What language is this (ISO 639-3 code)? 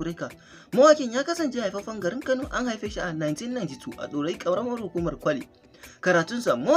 hau